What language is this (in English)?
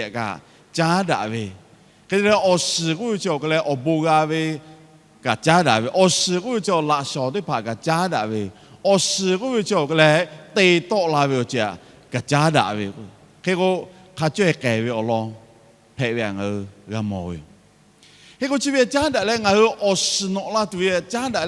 Lahu